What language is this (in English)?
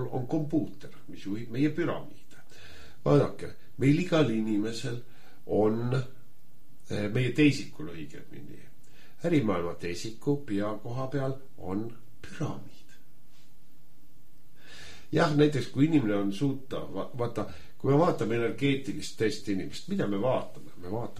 Estonian